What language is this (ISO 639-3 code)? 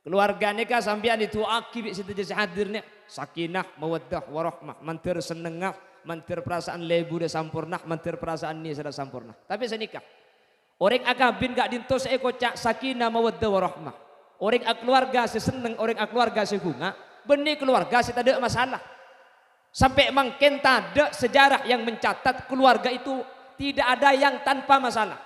mad